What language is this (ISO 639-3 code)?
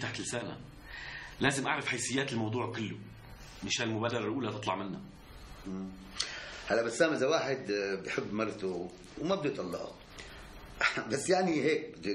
apc